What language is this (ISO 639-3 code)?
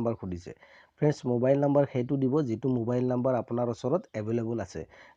asm